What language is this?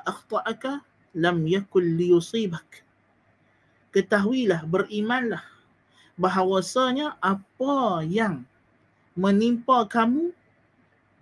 Malay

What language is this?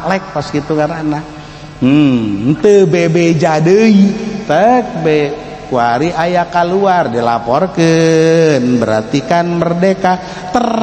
Sundanese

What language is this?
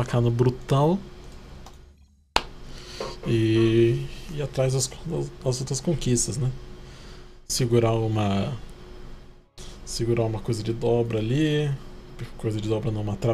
Portuguese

